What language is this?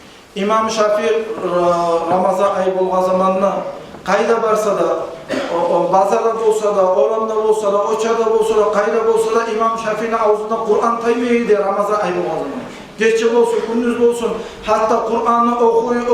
Kumyk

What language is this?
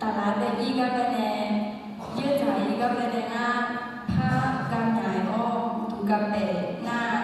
Akha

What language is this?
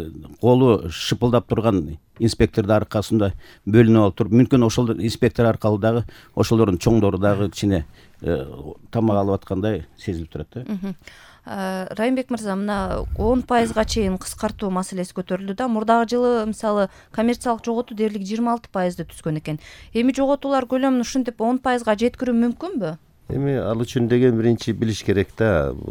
Kyrgyz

